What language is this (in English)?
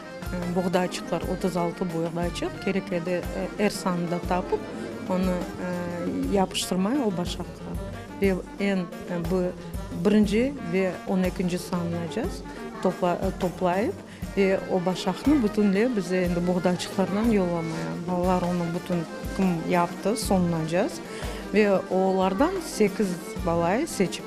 Crimean Tatar